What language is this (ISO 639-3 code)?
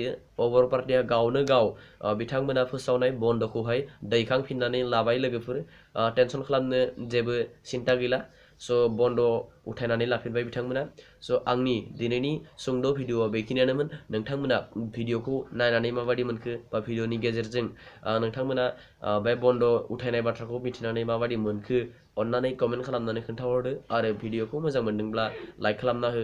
brx